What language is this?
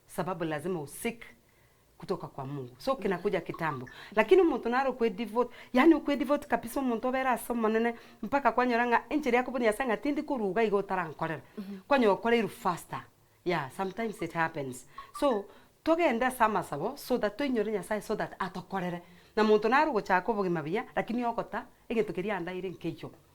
Gusii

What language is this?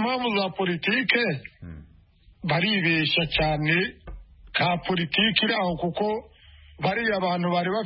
Kinyarwanda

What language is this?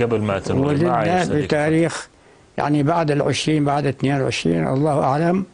North Levantine Arabic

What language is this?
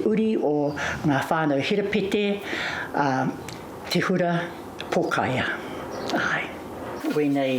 Māori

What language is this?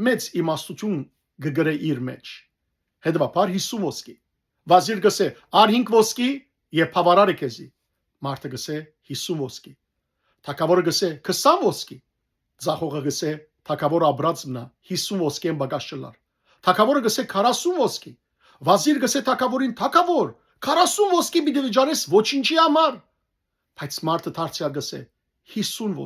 Western Armenian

